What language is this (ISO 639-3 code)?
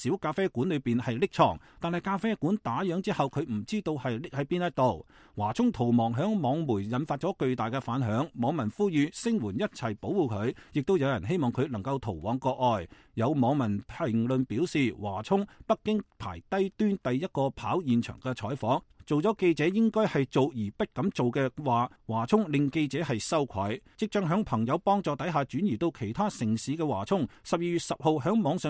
yue